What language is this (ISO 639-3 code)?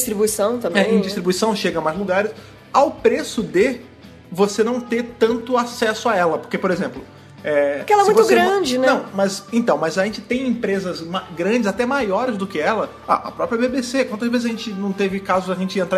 por